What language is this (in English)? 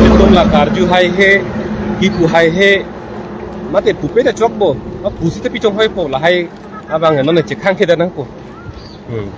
Karbi